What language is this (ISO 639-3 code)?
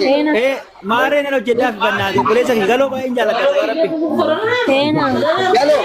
orm